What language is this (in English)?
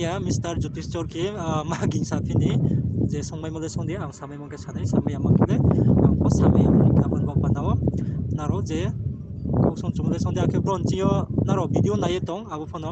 Riang (India)